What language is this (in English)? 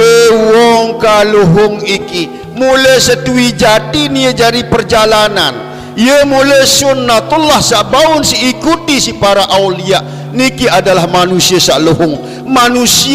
Sasak